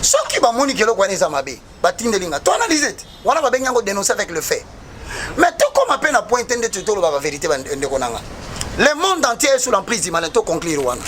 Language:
Lingala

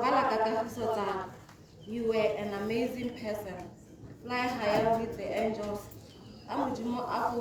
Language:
Tswana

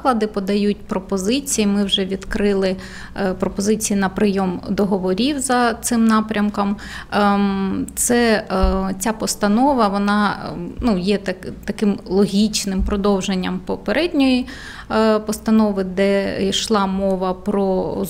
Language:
Ukrainian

